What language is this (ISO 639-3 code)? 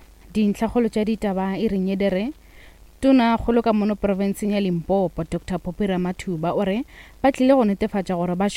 nso